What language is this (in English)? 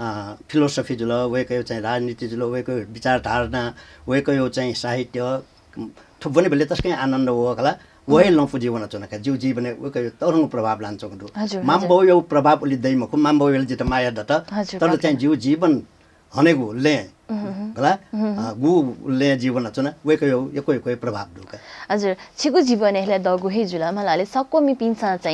Newari